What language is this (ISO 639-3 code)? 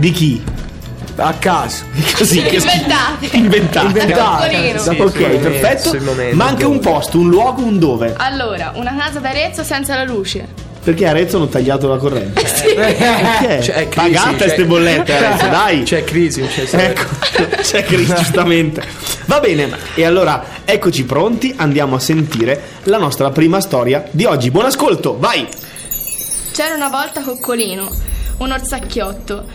ita